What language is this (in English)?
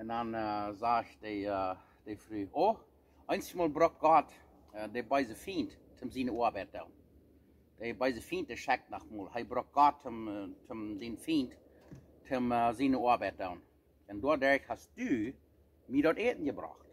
Plautdietsch